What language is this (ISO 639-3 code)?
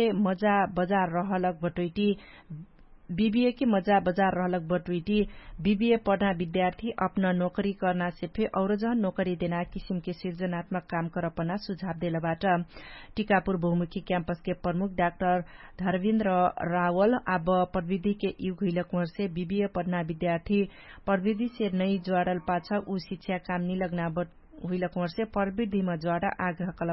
thl